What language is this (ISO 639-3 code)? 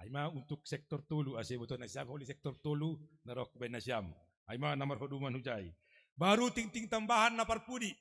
bts